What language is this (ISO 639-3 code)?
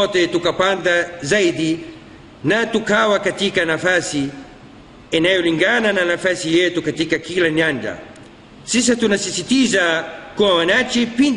swa